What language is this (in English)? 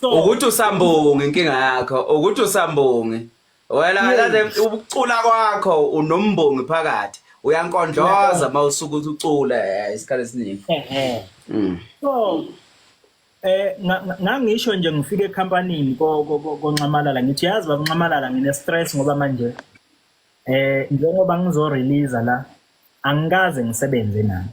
Zulu